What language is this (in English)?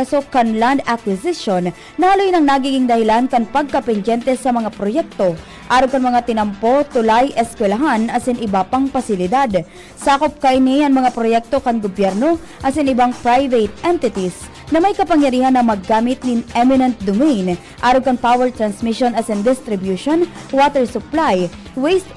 Bikol